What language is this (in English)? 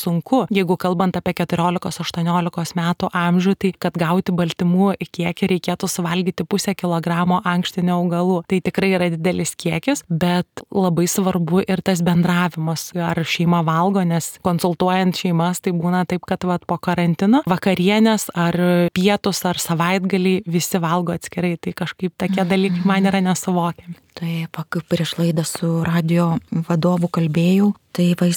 Lithuanian